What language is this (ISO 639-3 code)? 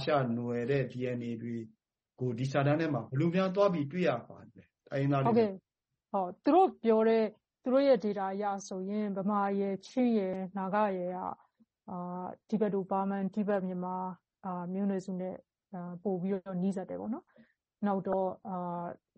mya